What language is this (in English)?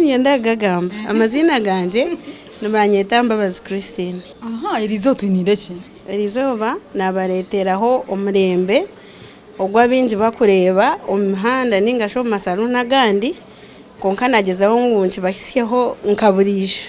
Nyankole